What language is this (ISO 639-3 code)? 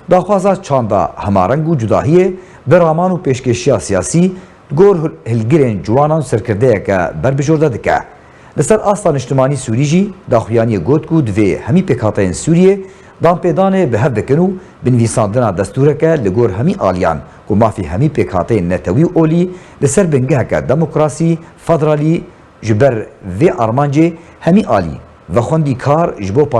kur